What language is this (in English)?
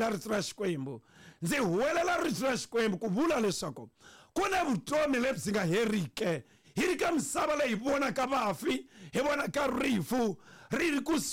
Tsonga